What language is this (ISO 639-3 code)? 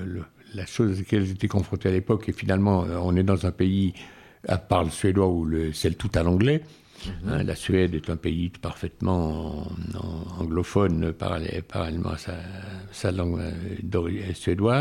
fra